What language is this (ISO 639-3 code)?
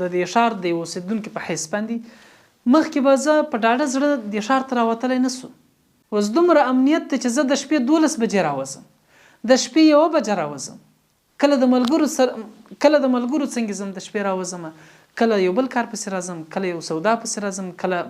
pus